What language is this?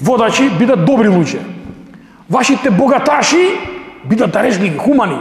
Macedonian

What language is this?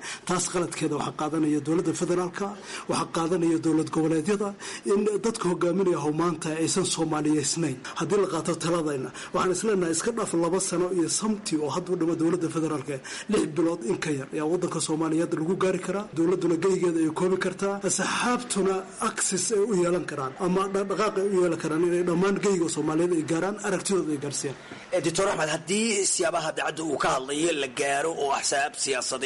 Somali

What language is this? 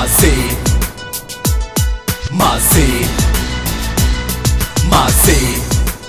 Swahili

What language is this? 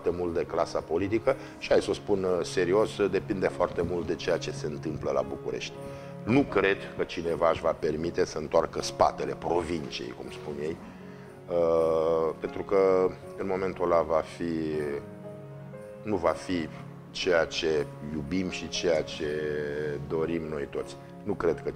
Romanian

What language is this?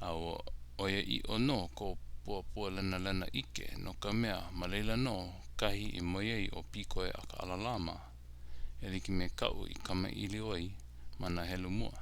Hawaiian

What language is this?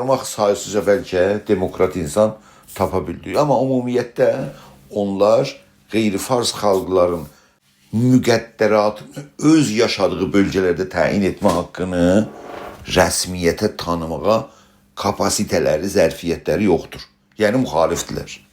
South Azerbaijani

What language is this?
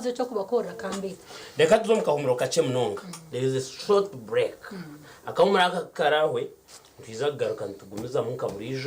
Nyankole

